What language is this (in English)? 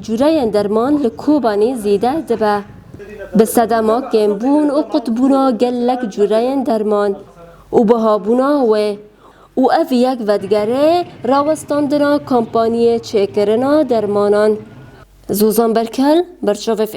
Kurdish